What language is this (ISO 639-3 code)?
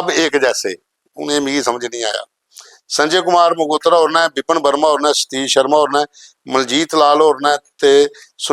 doi